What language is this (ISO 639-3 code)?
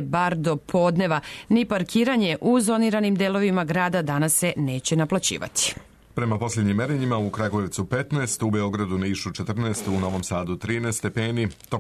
srp